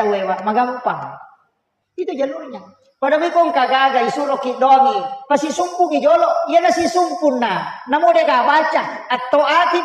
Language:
Buginese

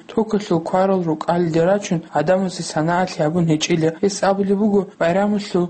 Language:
Avaric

